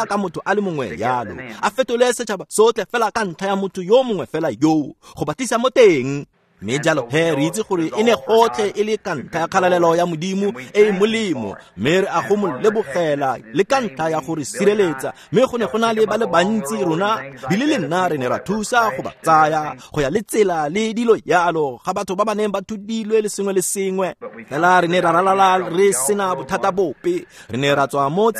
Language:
Tswana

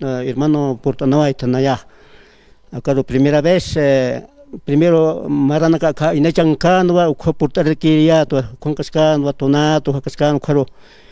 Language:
Aymara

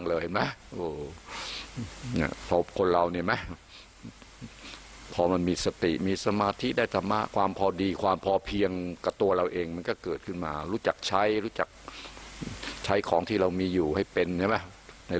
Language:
Thai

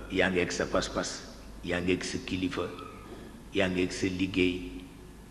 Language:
Wolof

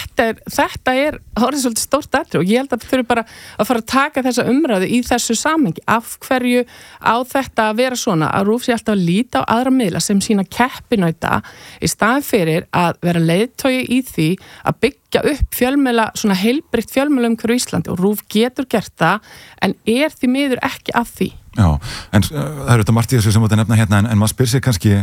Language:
Icelandic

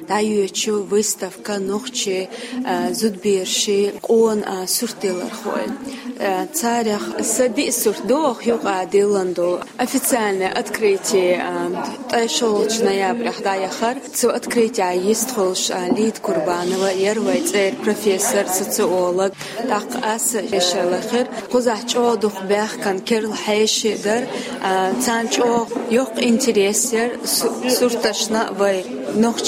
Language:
Chechen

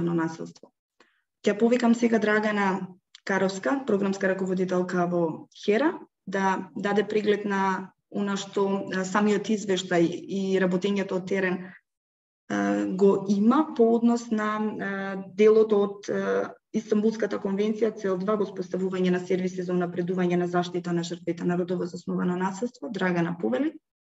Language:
Macedonian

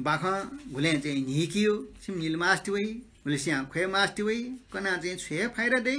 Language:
Newari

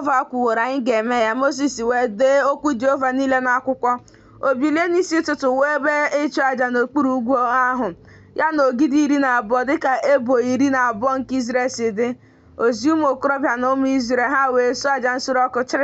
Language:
Igbo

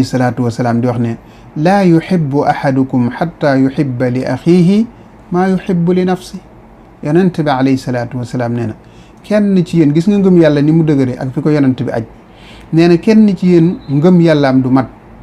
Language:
Wolof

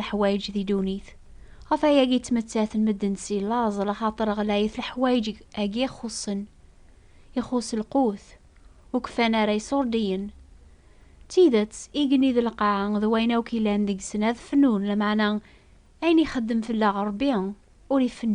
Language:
Kabyle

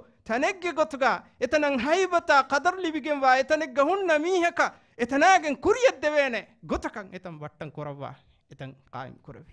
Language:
Divehi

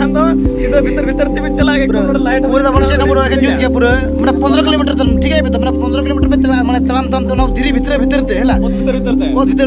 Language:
Santali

